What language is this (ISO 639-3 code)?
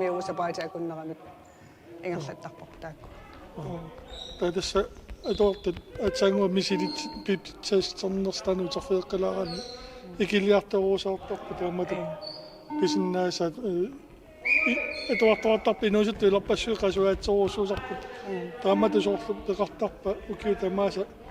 kal